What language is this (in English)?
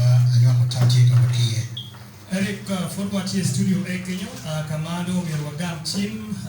Acoli